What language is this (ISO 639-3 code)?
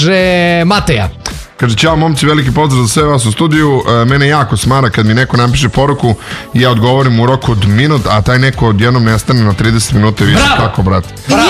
srp